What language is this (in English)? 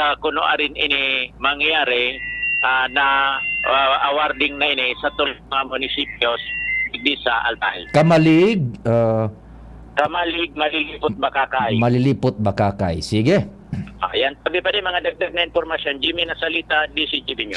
Bikol